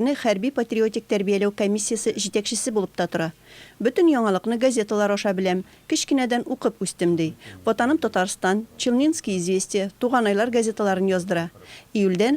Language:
Tatar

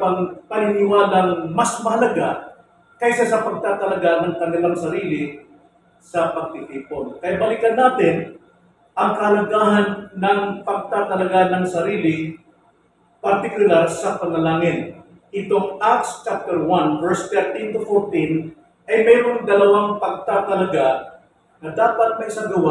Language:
Filipino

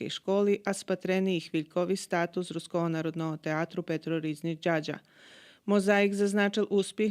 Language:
Rusyn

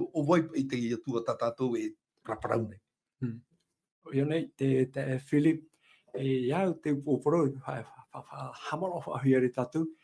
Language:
Tahitian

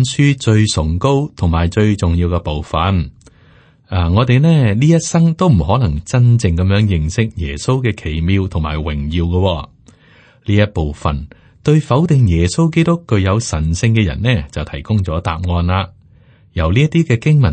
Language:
Cantonese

